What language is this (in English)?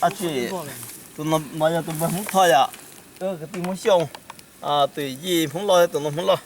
Hmong